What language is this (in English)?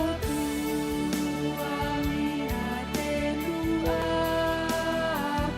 Batak Karo